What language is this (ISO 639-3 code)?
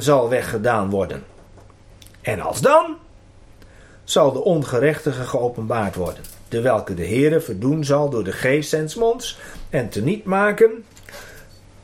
nld